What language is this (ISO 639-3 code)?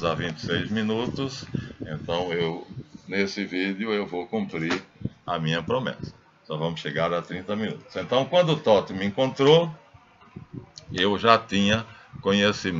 por